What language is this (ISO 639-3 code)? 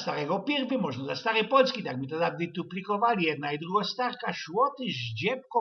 szl